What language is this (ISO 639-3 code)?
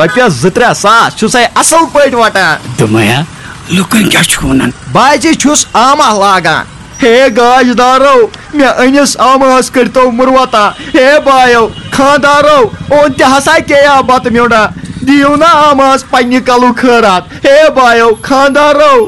kas